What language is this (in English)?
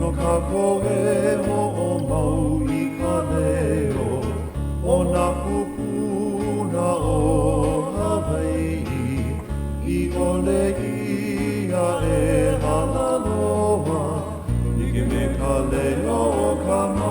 Hawaiian